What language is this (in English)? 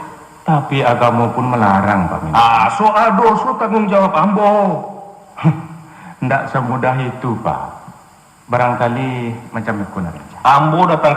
Minangkabau